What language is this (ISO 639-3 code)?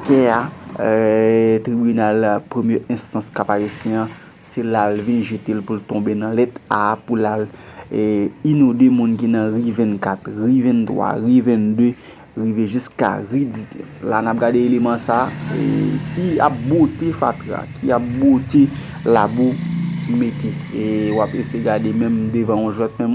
hat